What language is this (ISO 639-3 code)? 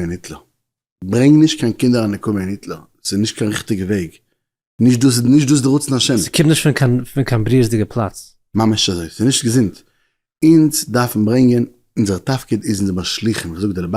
yid